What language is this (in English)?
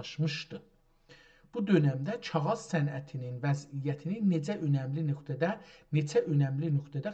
South Azerbaijani